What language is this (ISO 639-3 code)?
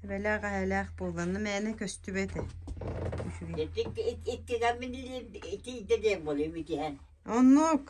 sah